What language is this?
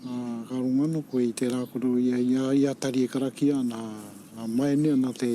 Māori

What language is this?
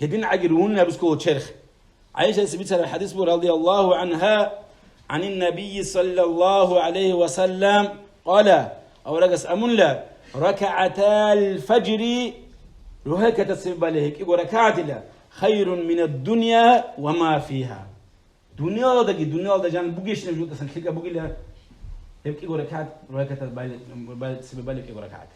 Avaric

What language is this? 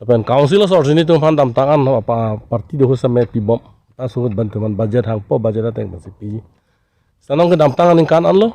Karbi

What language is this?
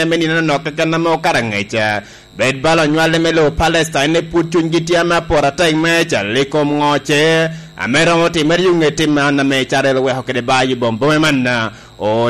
Lango (Uganda)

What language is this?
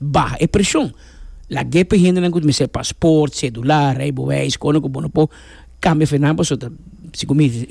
Papiamento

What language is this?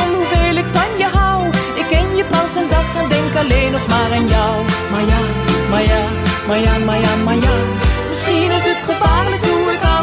Dutch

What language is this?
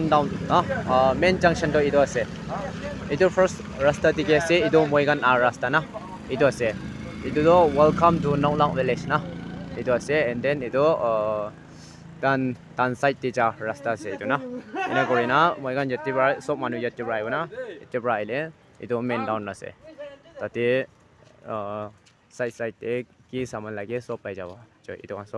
Naga Pidgin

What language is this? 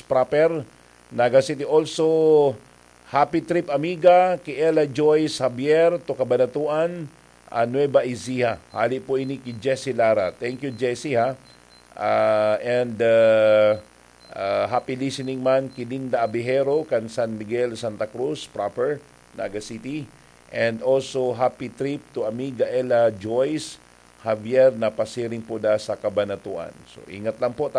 Bikol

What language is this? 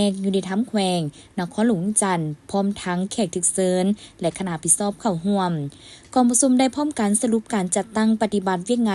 Lao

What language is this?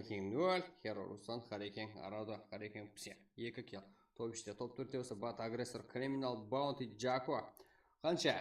Kara-Kalpak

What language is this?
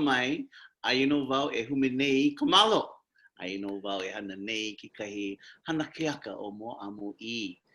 Hawaiian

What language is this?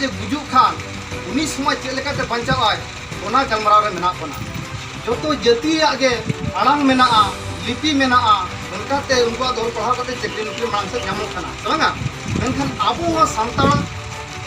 Santali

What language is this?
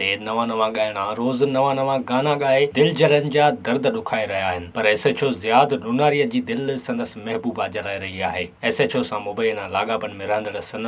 Sindhi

